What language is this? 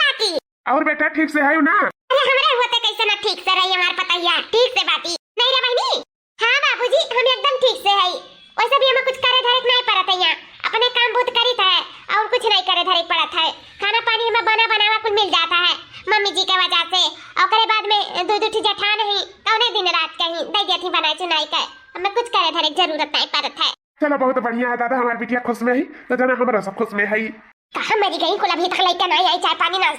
Awadhi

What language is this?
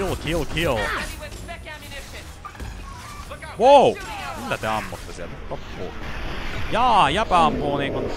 Finnish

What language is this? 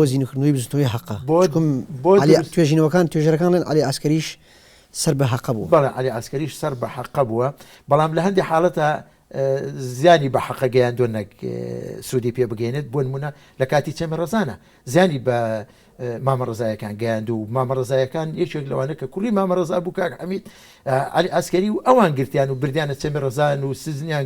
Central Kurdish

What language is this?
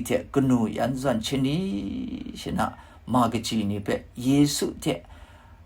Kachin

